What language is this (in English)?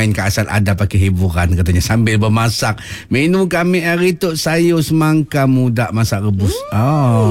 Malay